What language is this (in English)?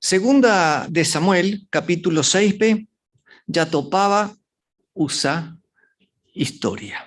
Guarani